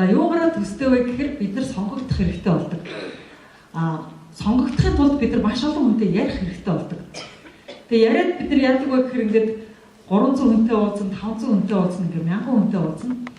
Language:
Mongolian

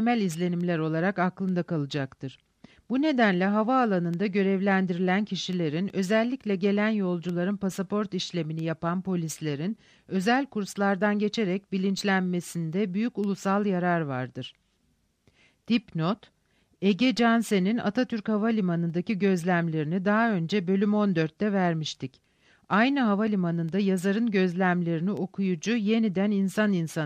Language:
Turkish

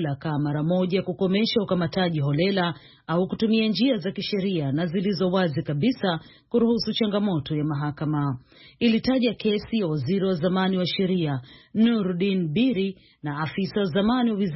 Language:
Swahili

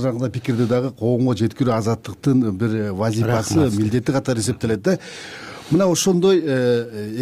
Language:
Kyrgyz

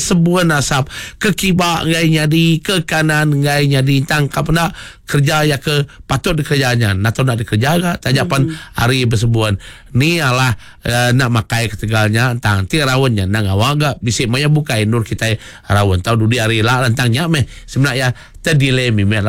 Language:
Iban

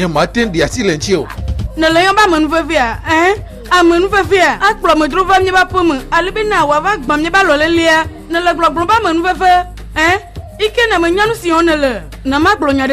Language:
Ewe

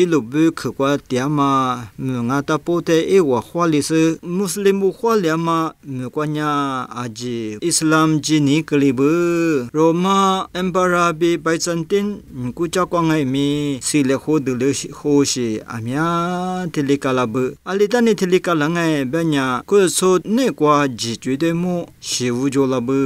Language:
Lisu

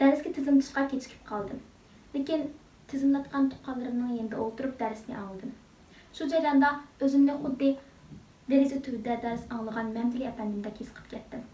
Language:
Uyghur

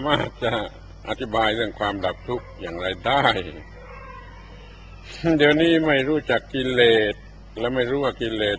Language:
Thai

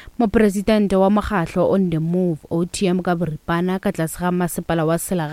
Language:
Northern Sotho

